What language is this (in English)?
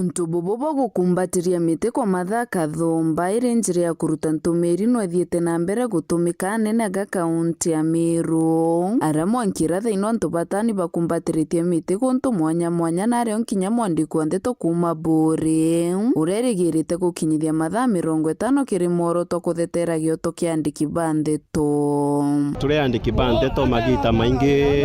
Meru